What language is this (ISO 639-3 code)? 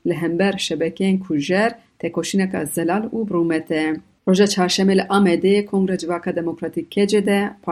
kur